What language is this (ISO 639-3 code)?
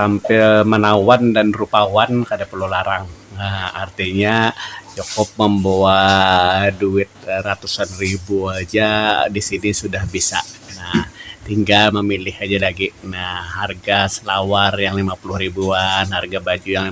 bjn